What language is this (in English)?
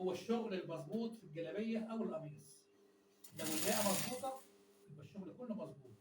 Egyptian Arabic